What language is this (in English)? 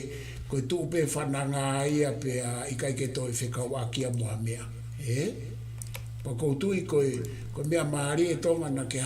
Tongan